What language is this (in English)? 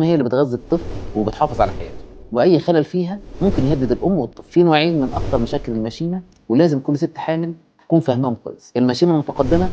Egyptian Arabic